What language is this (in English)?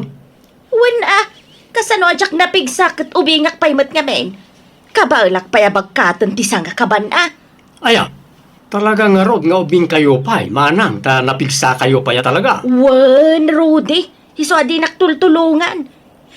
Iloko